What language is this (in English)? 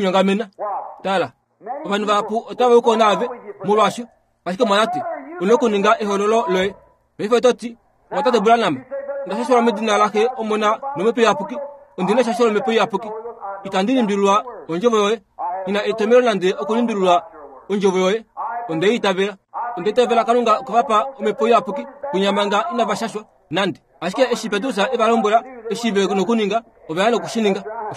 Kuanyama